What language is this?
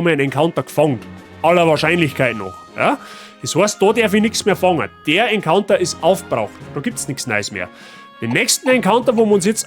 Bavarian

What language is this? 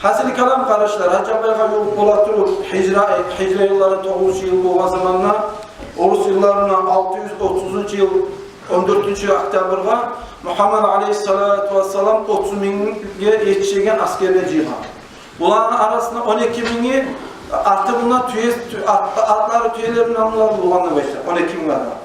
Kumyk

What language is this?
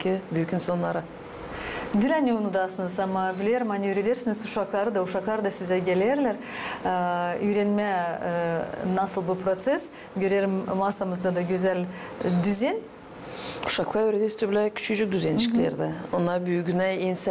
Gagauz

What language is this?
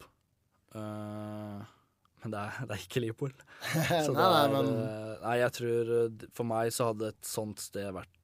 Norwegian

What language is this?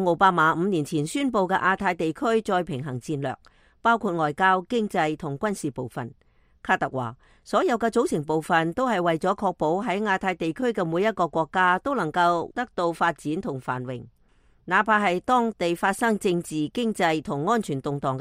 Cantonese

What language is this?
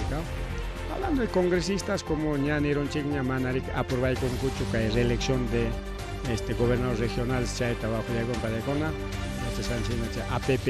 Ayacucho Quechua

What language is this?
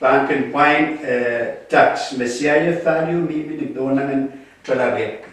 Pohnpeian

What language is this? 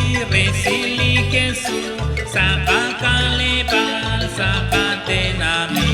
Kekchí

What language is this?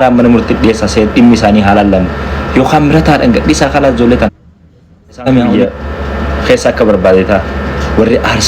Oromo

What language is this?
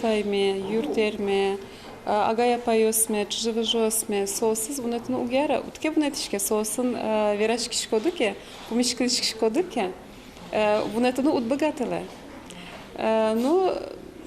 Udmurt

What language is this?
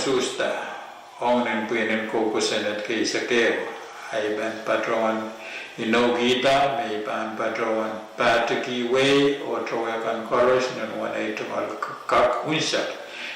Pohnpeian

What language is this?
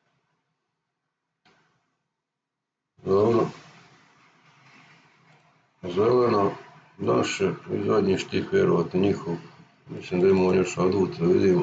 Croatian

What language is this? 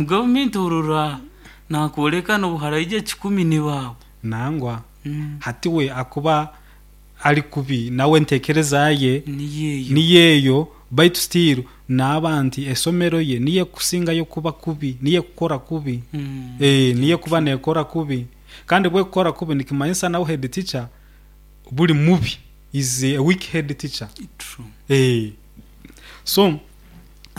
Nyoro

